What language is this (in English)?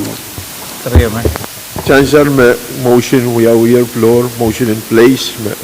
Pohnpeian